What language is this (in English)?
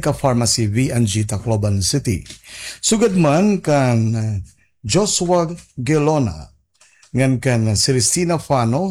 Waray